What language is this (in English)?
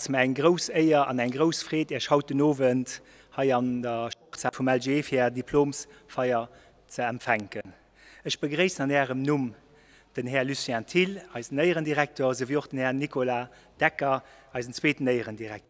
Luxembourgish